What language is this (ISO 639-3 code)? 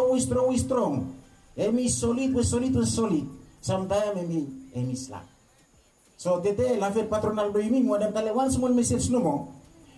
bis